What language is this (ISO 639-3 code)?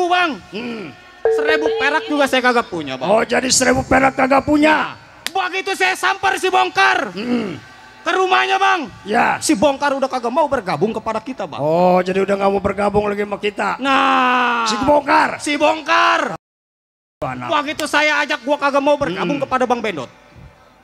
bew